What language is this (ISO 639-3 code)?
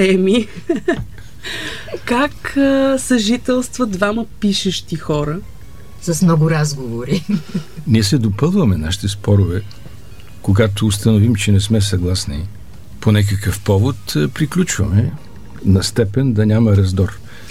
bul